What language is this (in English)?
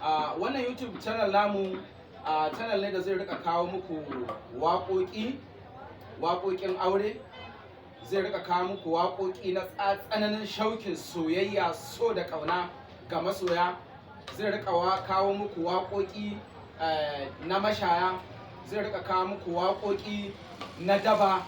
Hausa